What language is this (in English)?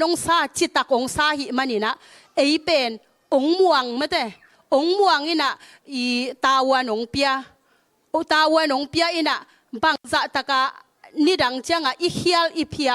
Tedim Chin